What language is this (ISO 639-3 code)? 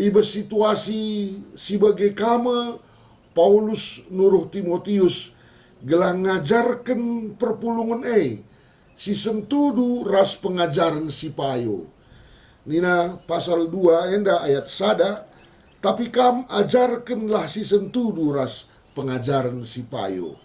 btx